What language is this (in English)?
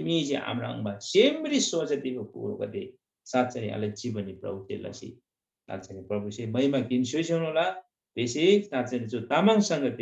Eastern Tamang